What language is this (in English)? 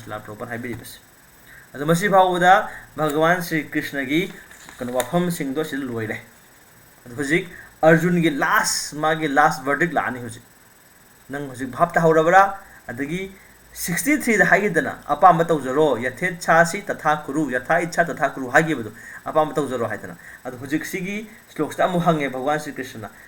Manipuri